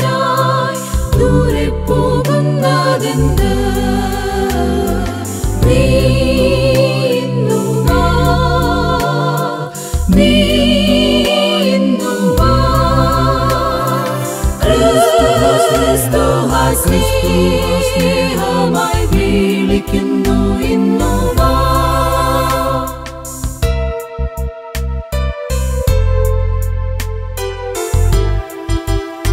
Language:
Malayalam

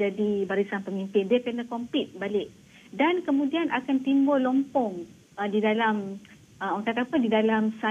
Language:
Malay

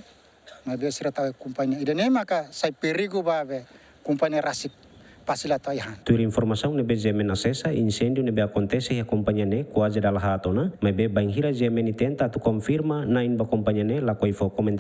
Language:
Tetum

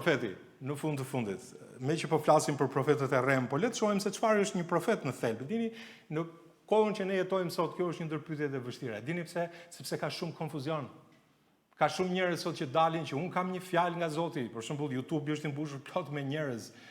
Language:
Albanian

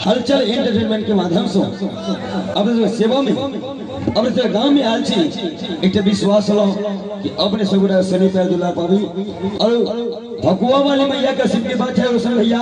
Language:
Maithili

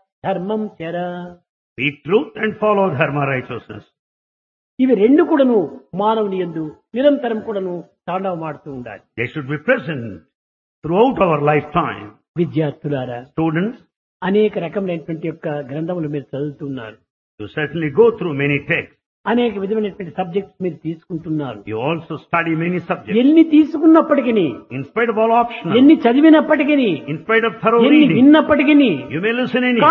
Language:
Telugu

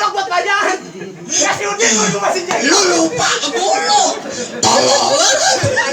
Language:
Betawi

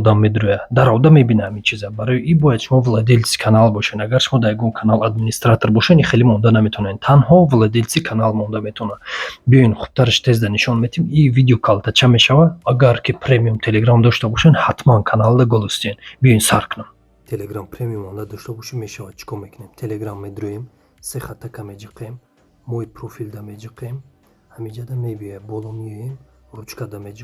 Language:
Tajik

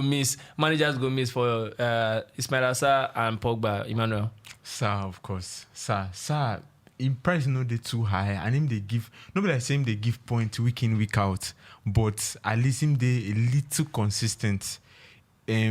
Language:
Nigerian Pidgin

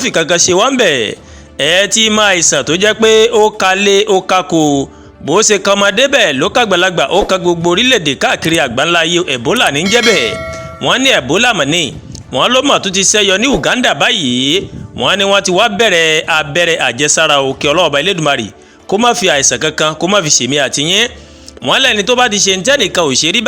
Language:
Yoruba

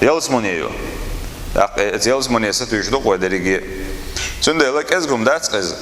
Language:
Chechen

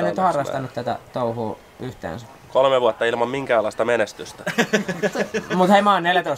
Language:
Finnish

